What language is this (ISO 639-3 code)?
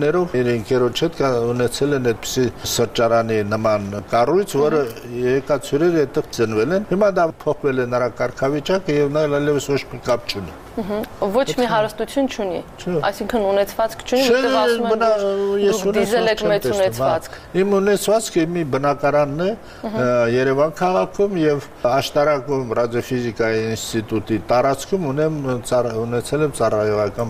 hye